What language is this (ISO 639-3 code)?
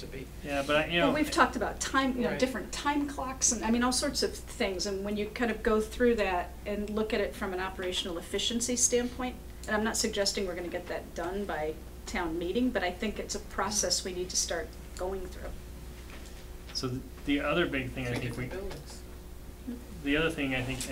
eng